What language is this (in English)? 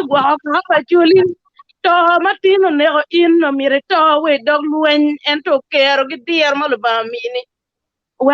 Acoli